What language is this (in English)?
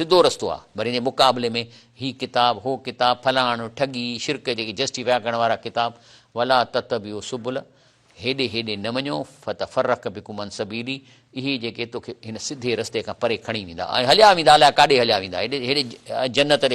Sindhi